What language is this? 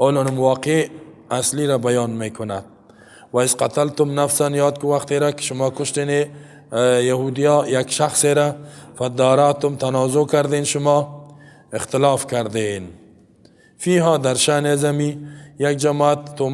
Persian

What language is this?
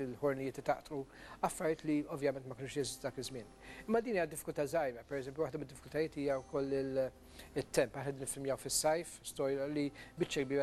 Maltese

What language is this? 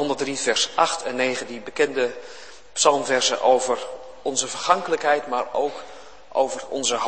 Dutch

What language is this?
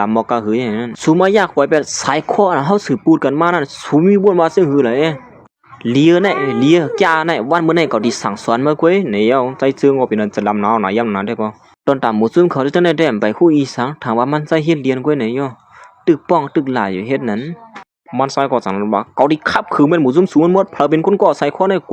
Shan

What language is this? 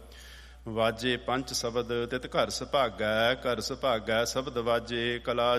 Punjabi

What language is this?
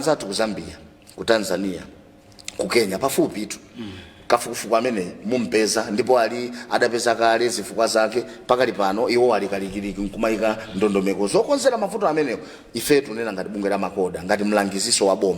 Nyanja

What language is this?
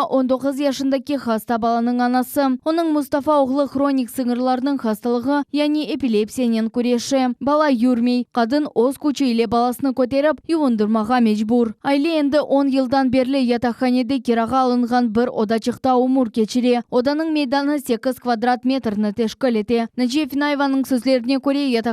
Crimean Tatar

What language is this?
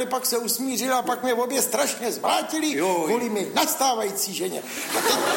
Czech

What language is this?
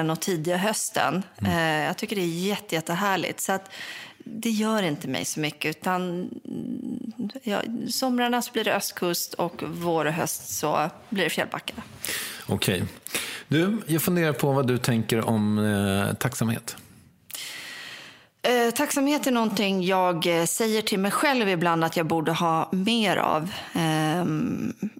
Swedish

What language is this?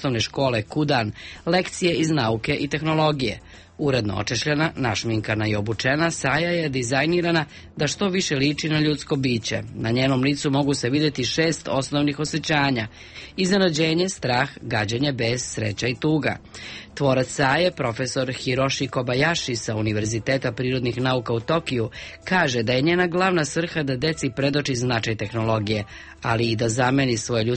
Serbian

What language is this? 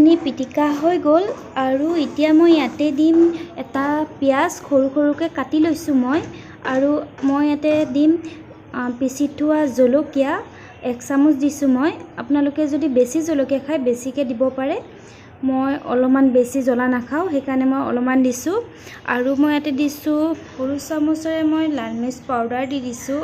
Assamese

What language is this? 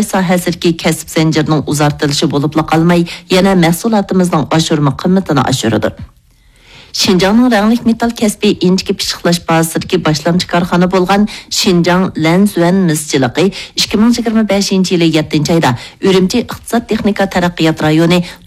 Uyghur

